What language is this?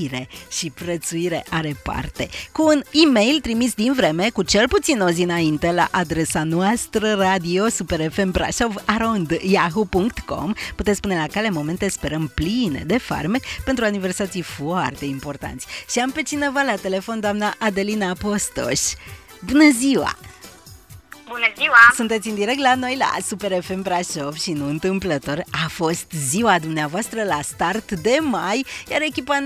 Romanian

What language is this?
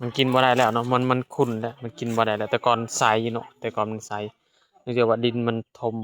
Lao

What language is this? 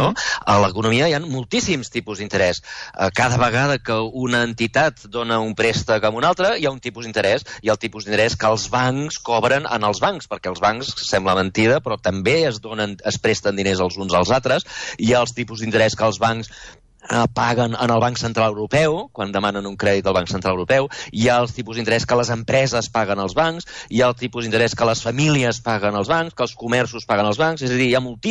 Catalan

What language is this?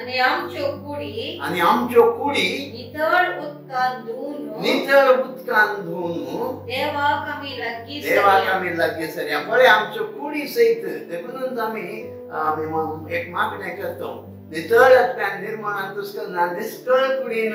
Konkani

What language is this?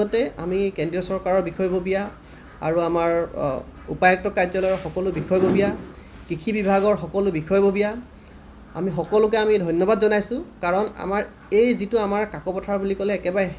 Assamese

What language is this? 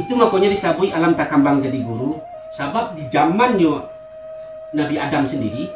Minangkabau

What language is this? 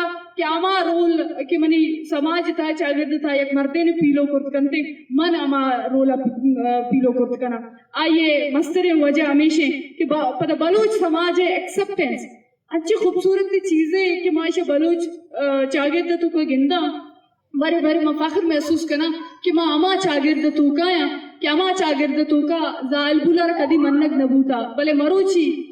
Eastern Balochi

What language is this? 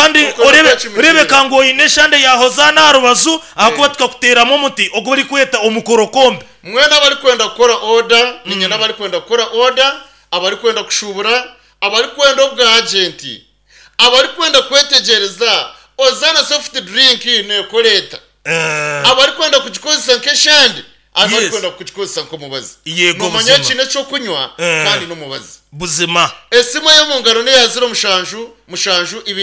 Nyankole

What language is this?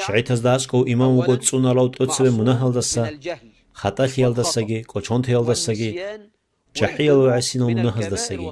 Avaric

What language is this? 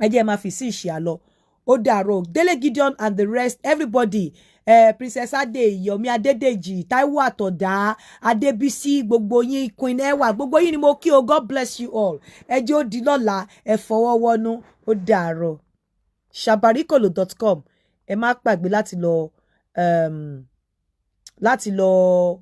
Yoruba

